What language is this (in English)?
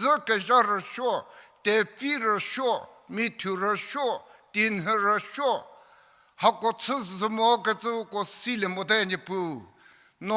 Angami Naga